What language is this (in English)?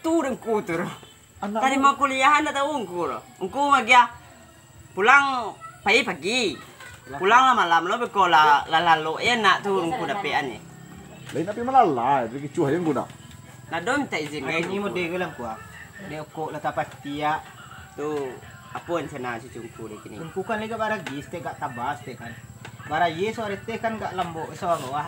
Minangkabau